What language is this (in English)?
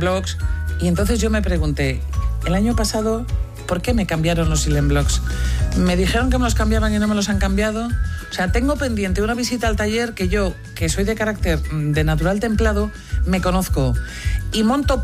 Spanish